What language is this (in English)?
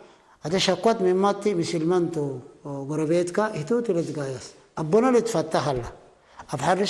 Tigre